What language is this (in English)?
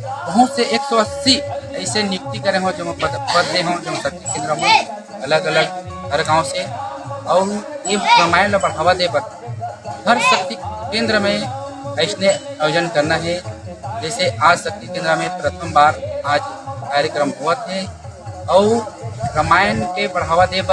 Chhattisgarhi